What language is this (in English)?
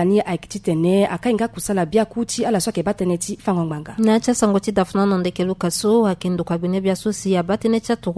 Sango